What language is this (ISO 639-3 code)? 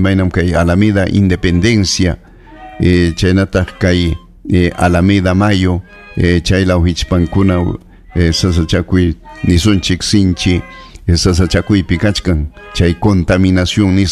quy